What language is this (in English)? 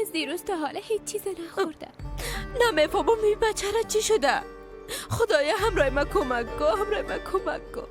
Persian